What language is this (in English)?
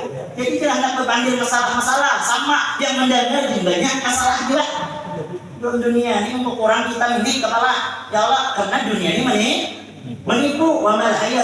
Banjar